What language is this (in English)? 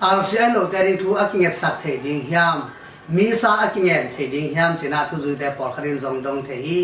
Tedim Chin